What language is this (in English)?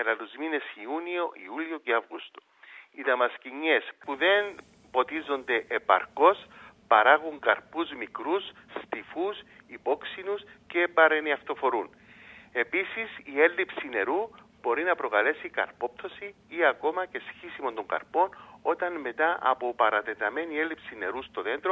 Greek